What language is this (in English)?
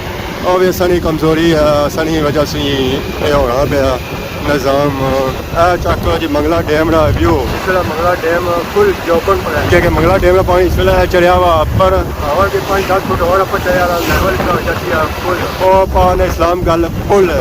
Pahari-Potwari